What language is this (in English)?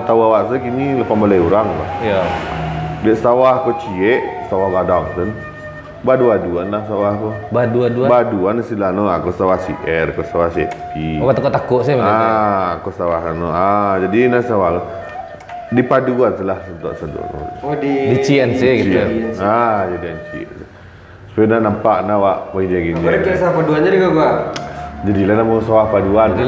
Minangkabau